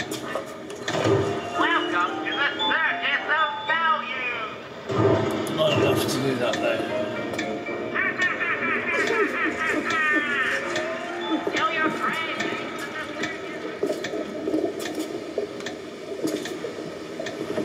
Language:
English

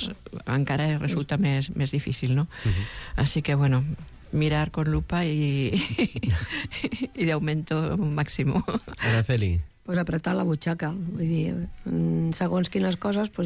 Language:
Catalan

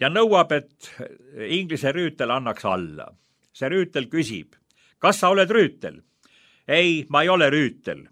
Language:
Estonian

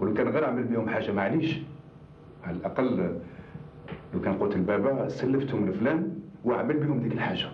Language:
Algerian Arabic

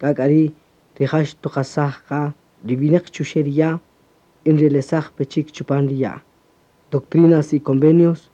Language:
Kaqchikel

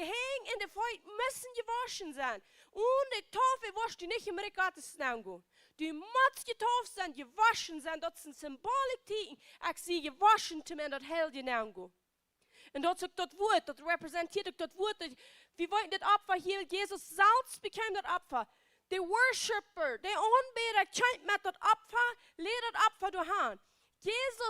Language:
Plautdietsch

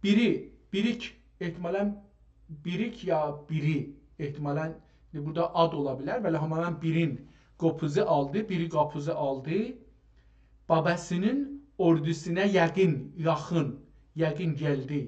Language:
South Azerbaijani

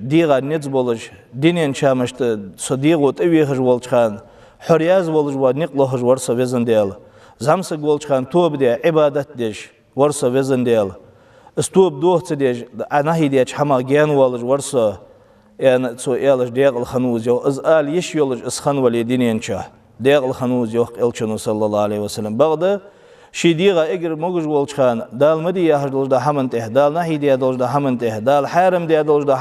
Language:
Ingush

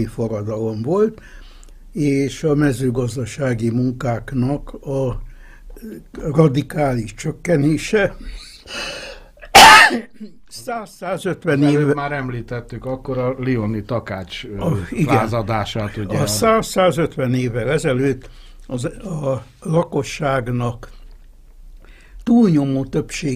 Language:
Hungarian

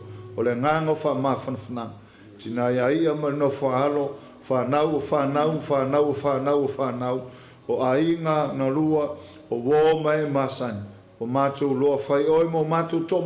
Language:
Samoan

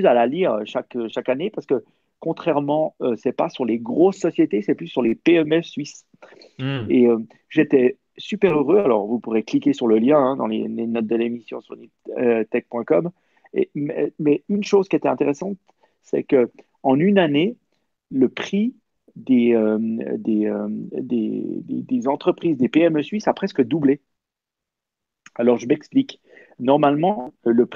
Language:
French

